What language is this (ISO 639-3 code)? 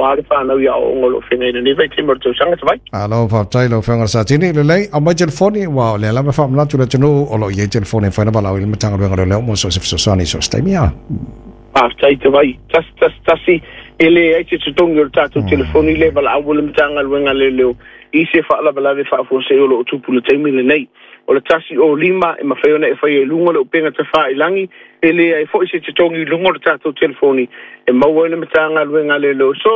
smo